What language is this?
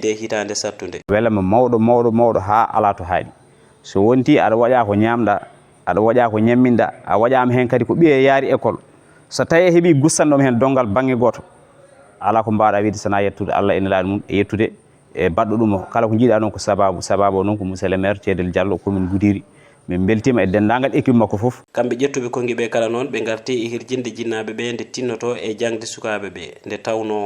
Fula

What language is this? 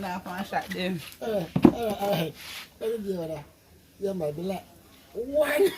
Jamaican Creole English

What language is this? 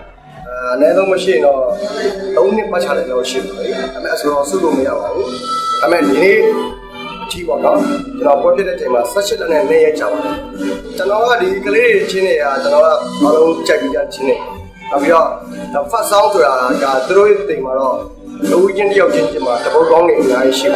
Burmese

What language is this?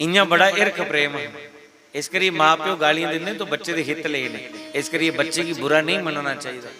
Dogri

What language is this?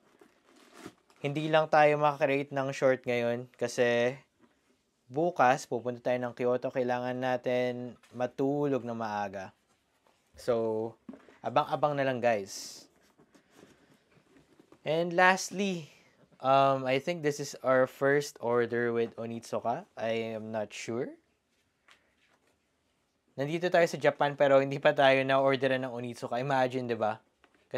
Filipino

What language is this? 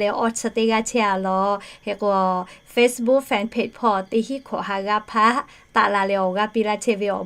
Lahu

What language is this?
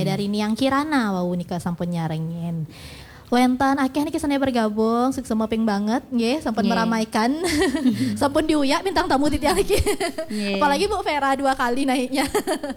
Balinese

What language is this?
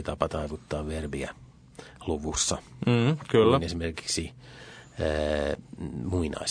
Finnish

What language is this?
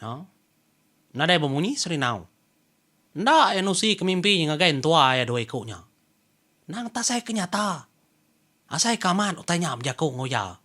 Iban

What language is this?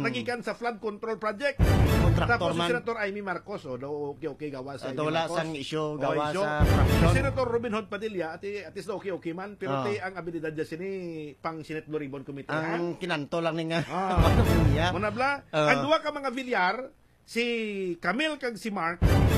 Hiligaynon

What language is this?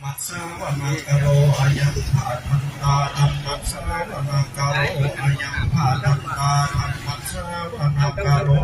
Pali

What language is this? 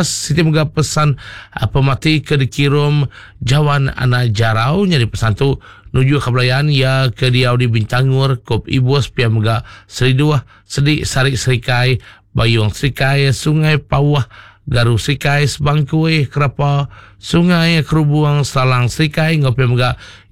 Iban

